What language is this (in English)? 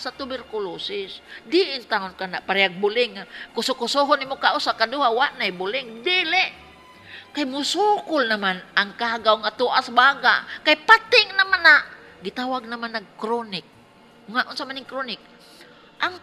Cebuano